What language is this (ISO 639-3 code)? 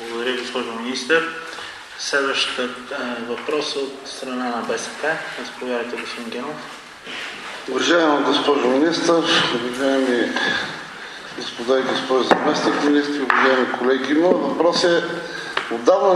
bul